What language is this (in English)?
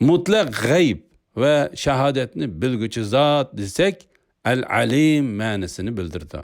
Uyghur